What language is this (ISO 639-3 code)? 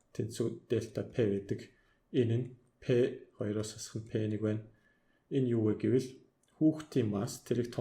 mon